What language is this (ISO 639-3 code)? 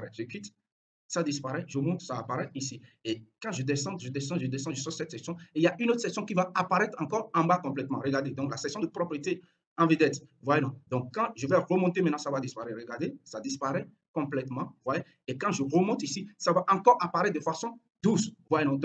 fra